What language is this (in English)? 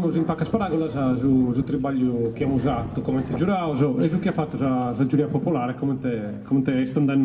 Sardinian